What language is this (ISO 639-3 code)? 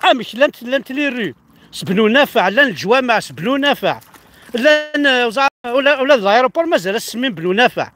kab